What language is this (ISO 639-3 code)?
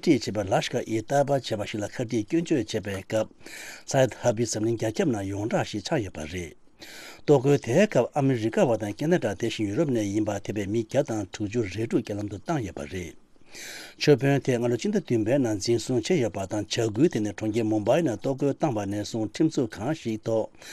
bod